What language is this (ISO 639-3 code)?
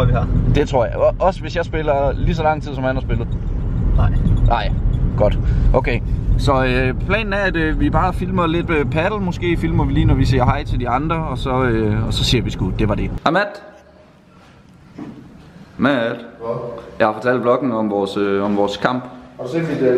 dan